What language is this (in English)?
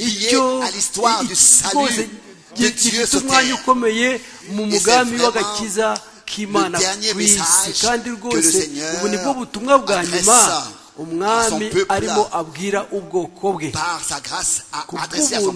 Kinyarwanda